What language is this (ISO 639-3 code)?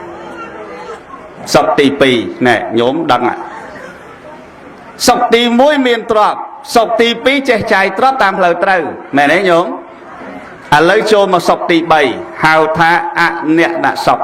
khm